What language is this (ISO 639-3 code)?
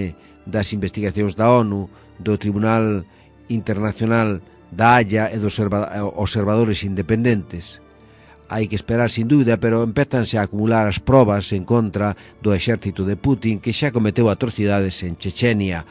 glg